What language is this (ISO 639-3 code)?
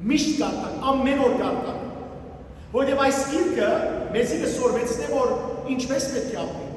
hyw